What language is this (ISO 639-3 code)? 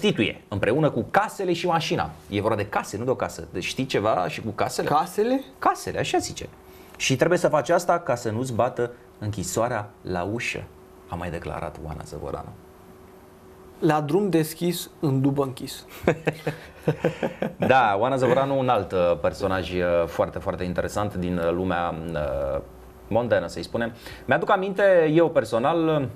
ron